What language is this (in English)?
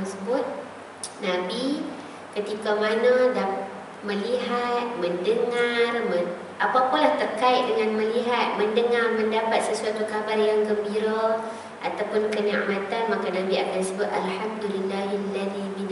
Malay